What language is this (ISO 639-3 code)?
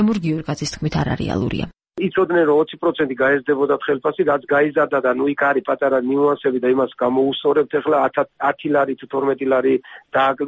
kat